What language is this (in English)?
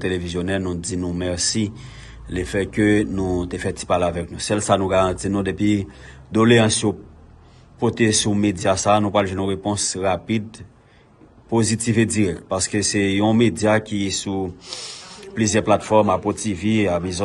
Haitian Creole